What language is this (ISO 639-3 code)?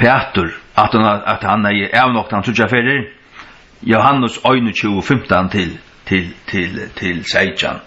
fao